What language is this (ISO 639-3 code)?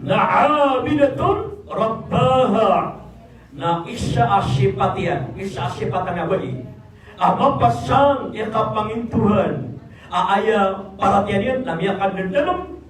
mrw